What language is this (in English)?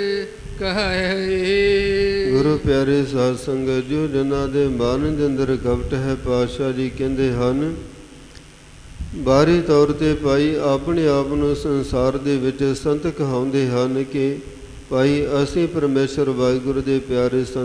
Punjabi